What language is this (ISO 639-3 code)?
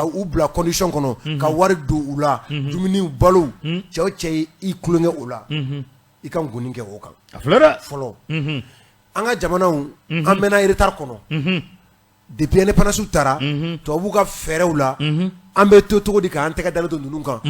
bam